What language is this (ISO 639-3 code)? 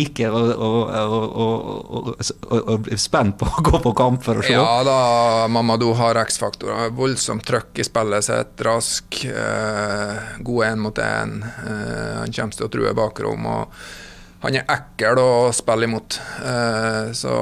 nor